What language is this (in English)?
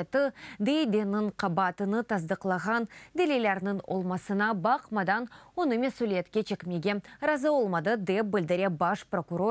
Crimean Tatar